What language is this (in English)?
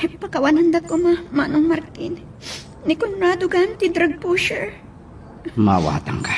Iloko